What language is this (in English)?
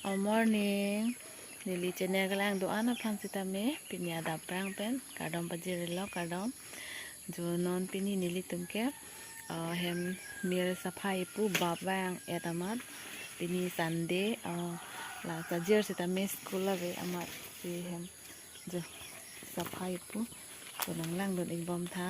Karbi